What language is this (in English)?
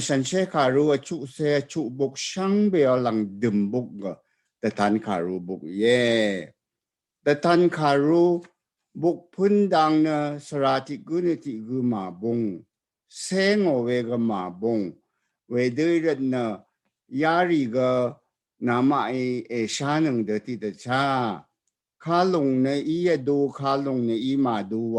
Rawang